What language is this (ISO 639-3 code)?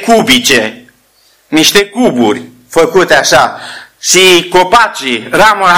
ron